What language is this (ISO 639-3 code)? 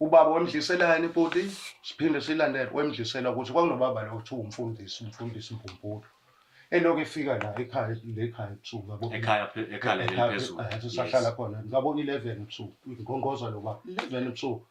zul